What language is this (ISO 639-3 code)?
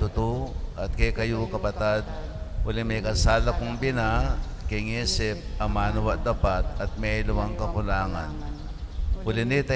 pam